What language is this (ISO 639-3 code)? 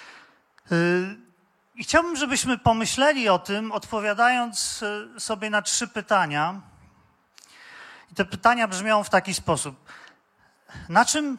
pol